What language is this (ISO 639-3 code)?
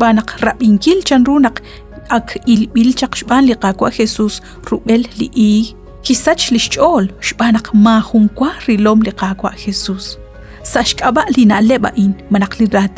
kek